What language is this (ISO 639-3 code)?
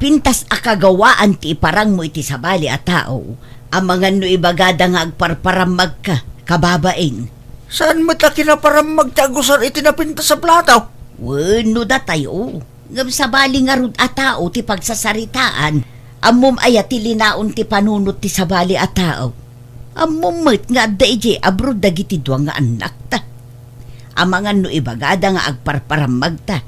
ilo